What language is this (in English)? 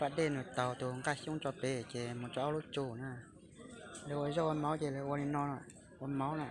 Hmong